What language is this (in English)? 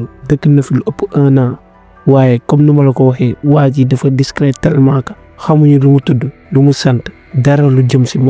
Wolof